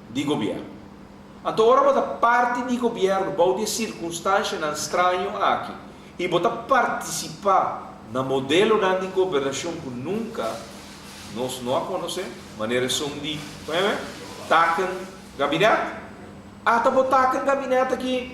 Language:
Papiamento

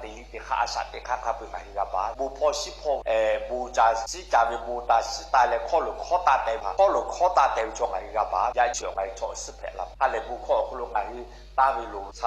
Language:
Lahu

